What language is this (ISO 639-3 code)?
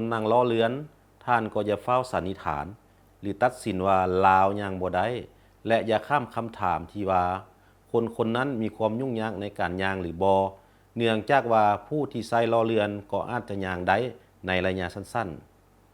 lao